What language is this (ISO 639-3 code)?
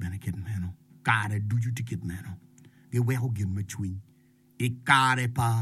ach